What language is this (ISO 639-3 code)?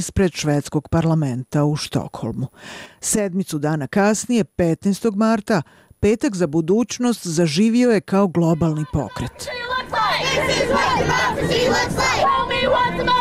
bos